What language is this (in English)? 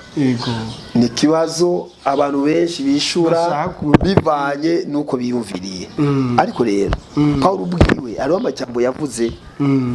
Rundi